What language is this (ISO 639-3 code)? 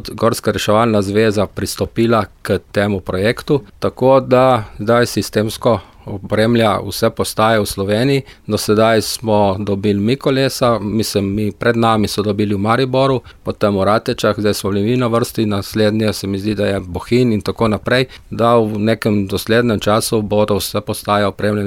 slv